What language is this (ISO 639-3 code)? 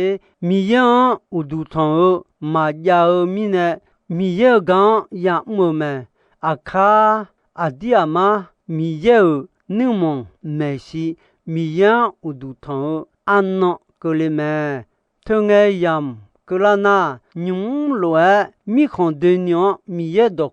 ahk